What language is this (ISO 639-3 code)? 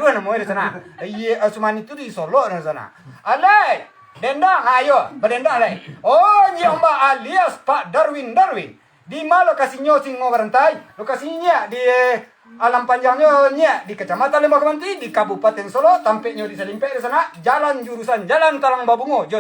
min